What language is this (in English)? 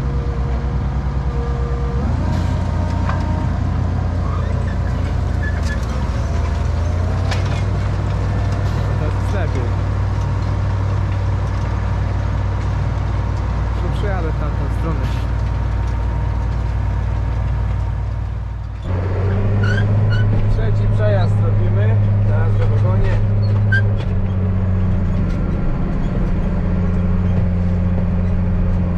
Polish